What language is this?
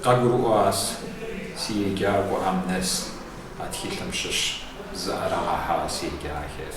Kabardian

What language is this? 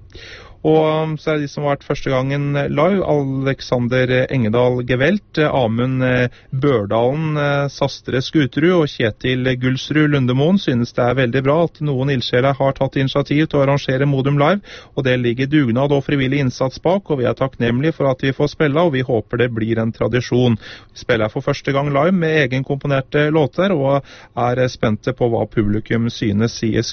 Norwegian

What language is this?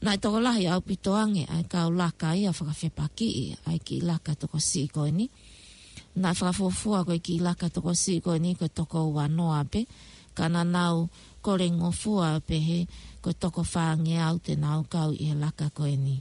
Tongan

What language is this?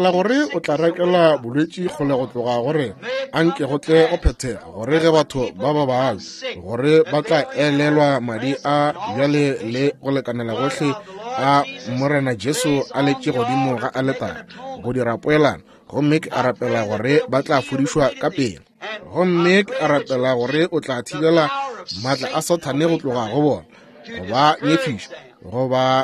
Northern Sotho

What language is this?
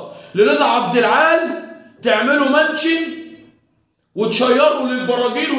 Egyptian Arabic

